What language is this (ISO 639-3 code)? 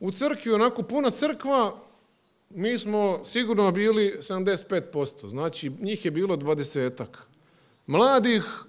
hrv